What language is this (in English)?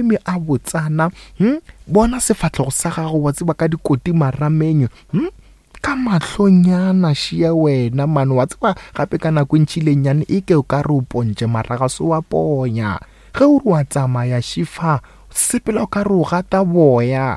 Northern Sotho